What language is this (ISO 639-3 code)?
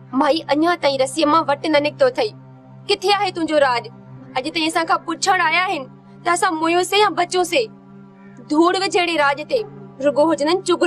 snd